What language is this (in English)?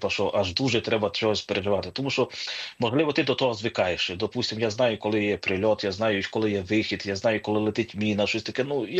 Ukrainian